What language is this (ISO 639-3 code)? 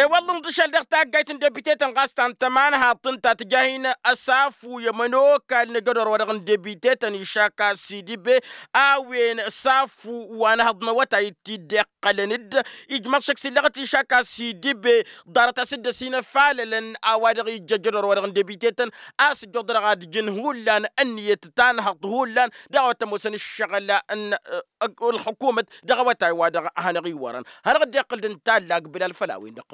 taq